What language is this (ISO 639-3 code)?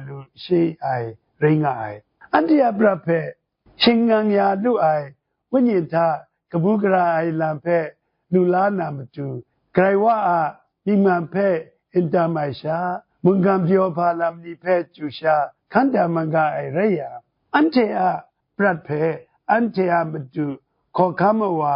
kac